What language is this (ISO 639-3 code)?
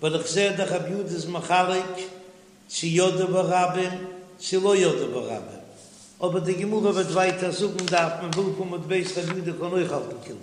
yid